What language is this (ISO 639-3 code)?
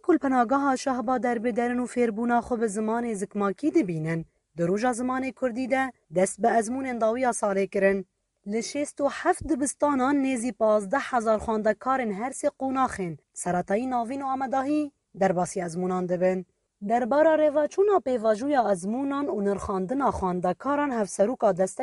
kur